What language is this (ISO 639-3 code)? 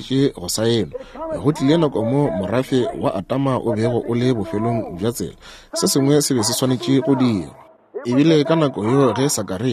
nso